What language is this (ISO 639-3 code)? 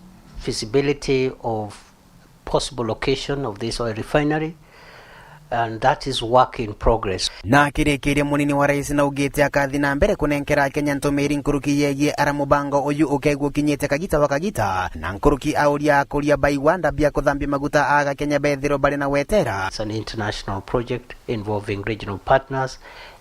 mer